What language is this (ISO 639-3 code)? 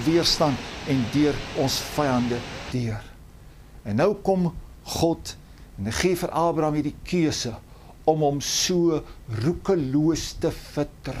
afr